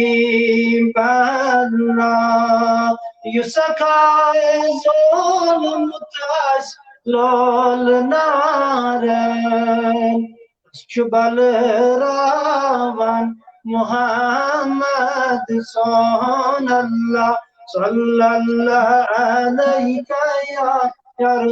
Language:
Kashmiri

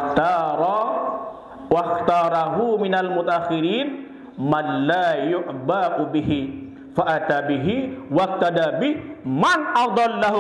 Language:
Sasak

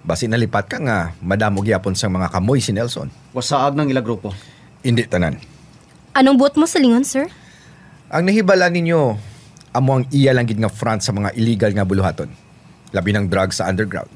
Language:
Hiligaynon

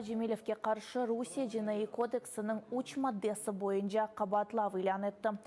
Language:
Crimean Tatar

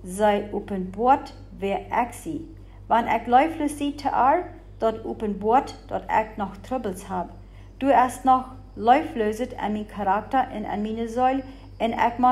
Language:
Plautdietsch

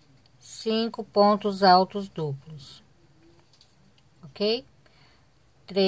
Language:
Portuguese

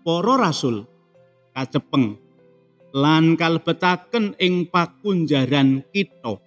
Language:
Javanese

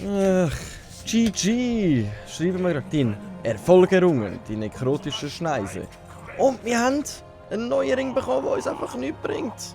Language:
Swiss German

